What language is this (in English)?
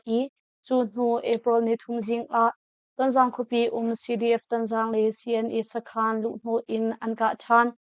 Hakha Chin